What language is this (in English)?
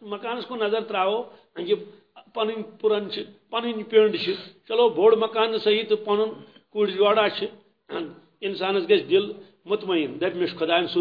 Kashmiri